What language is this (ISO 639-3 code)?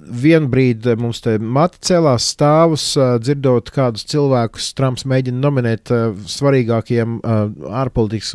lav